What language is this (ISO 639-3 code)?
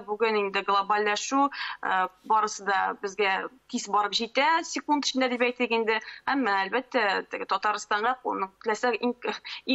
tat